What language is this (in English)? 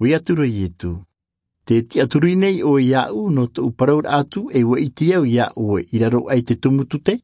Tahitian